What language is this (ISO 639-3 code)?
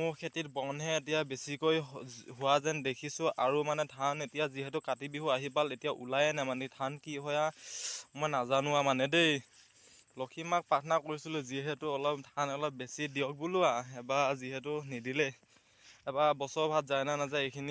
asm